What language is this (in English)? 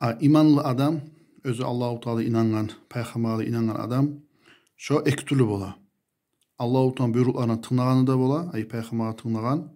Kumyk